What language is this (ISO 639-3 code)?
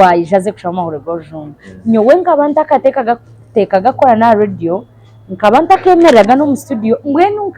nyn